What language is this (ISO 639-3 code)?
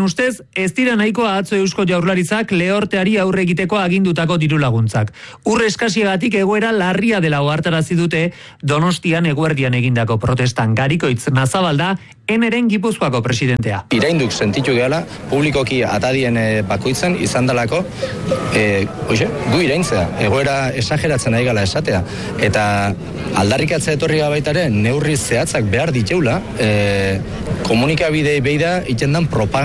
eus